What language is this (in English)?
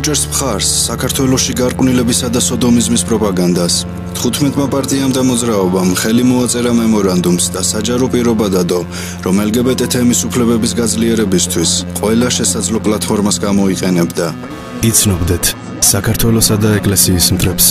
Georgian